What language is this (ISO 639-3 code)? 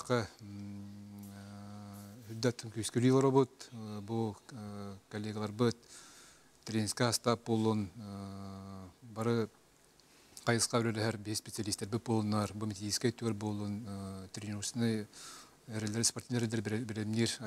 sah